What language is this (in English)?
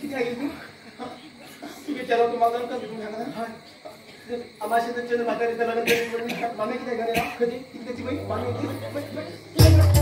Konkani